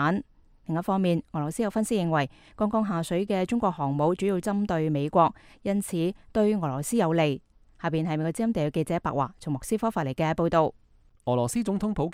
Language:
Cantonese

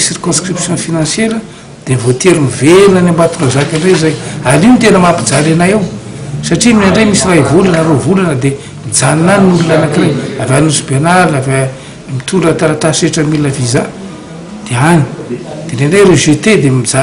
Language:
Malagasy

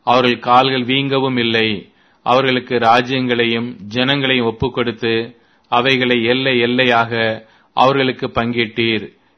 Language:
Tamil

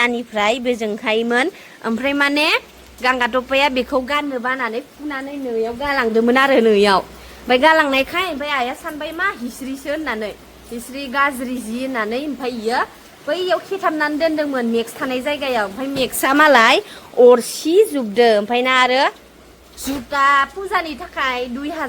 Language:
Bodo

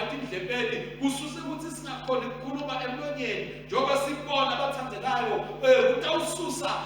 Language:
Swati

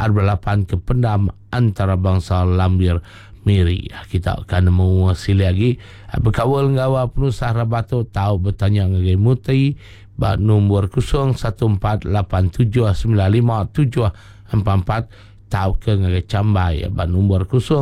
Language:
Iban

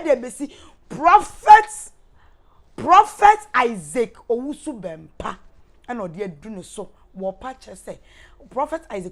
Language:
Akan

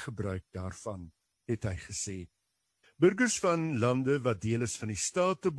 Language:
Afrikaans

